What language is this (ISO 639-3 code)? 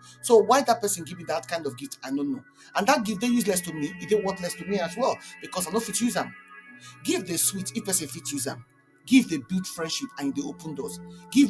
pcm